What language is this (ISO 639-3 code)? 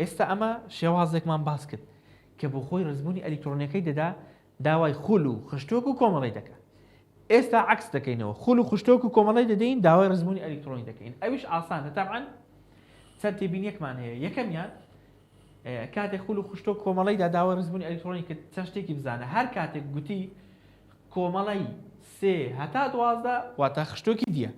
ckb